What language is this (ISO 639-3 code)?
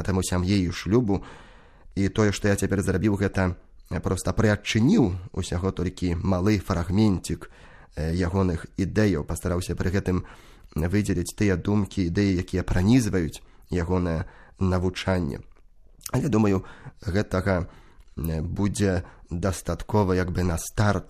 bel